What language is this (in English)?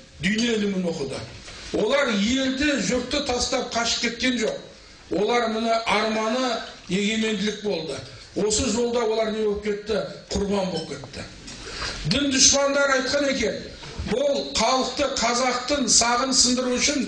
Kazakh